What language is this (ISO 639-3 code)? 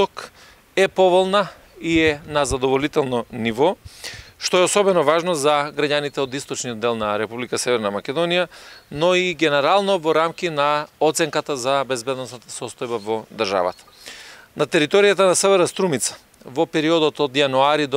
mkd